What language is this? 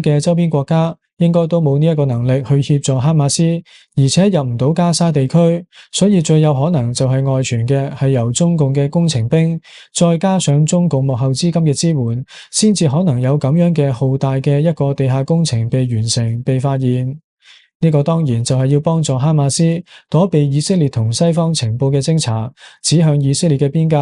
Cantonese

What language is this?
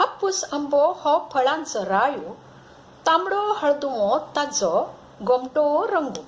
Konkani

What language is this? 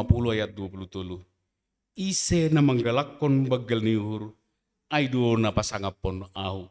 Batak Simalungun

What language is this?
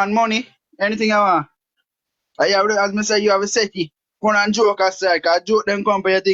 Jamaican Creole English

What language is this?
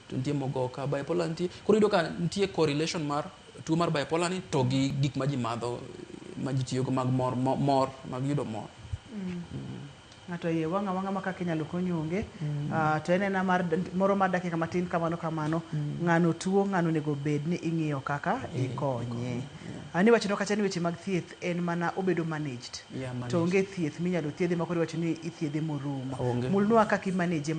Luo (Kenya and Tanzania)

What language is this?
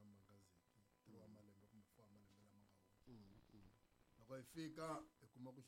Tsonga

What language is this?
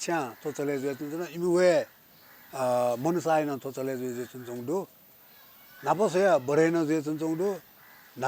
Newari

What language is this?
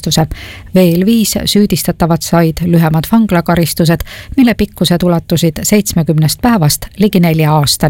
Estonian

